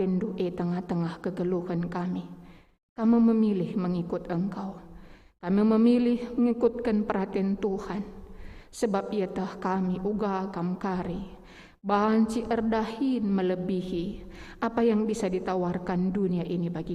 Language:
Batak Karo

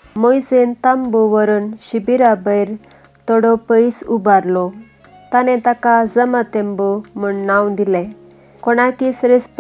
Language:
Konkani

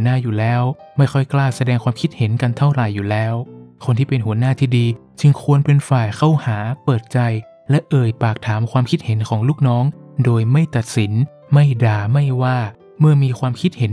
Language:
Thai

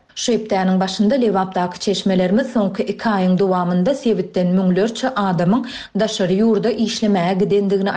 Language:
Turkmen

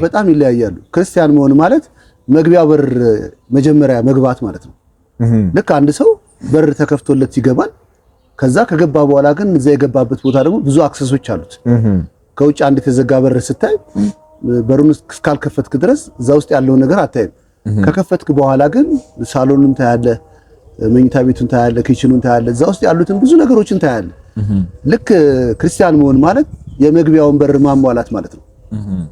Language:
Amharic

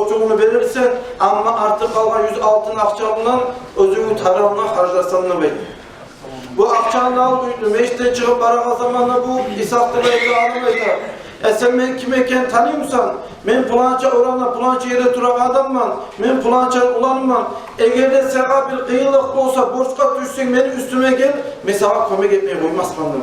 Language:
Kumyk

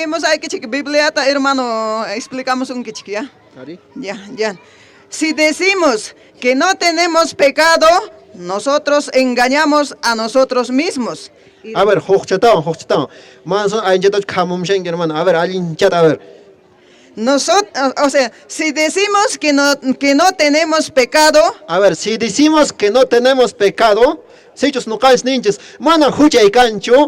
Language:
Quechua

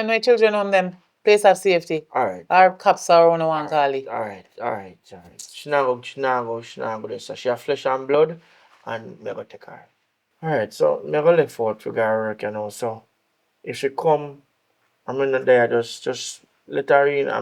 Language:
Jamaican Creole English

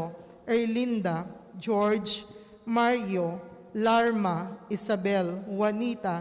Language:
Pampanga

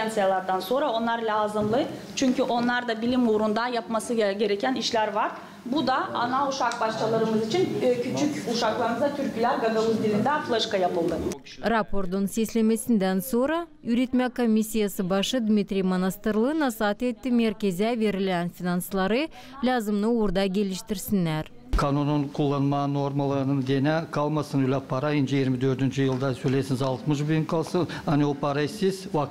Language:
Gagauz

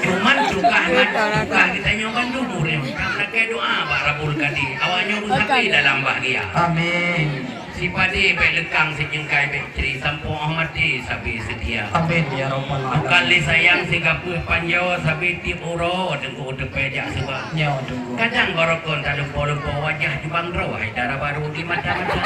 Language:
Achinese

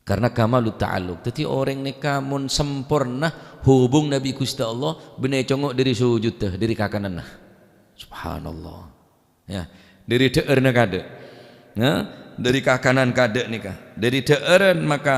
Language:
Madurese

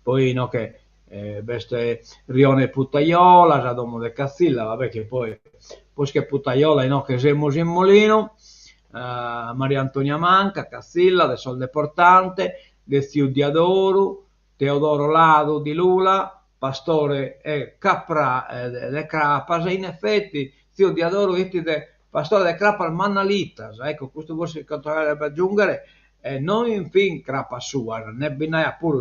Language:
Sardinian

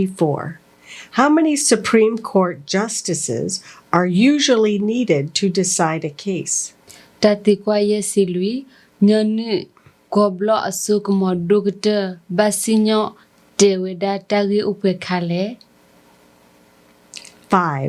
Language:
S'gaw Karen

